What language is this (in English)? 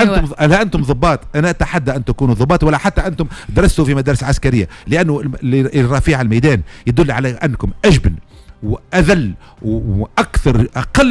Tunisian Arabic